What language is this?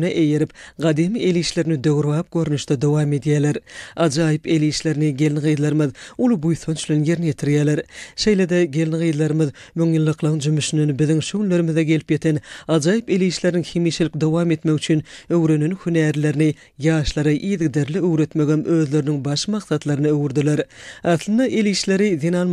Turkmen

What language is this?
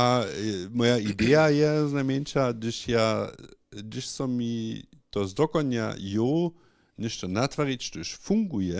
Upper Sorbian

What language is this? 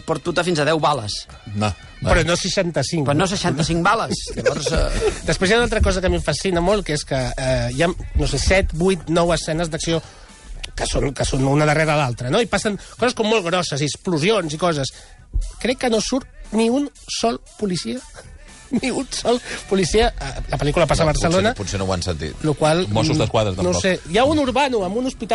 Catalan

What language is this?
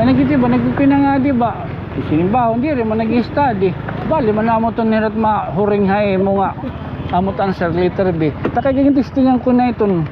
Waray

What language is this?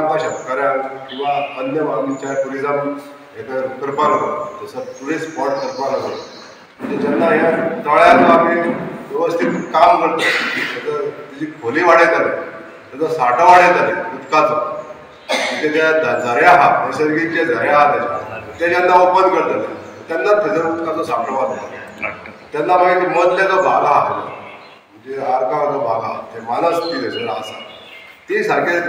Konkani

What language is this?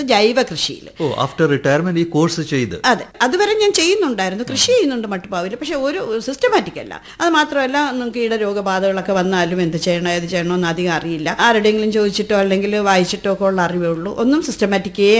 Malayalam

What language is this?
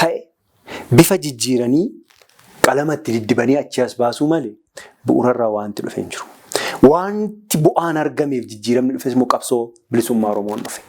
Oromo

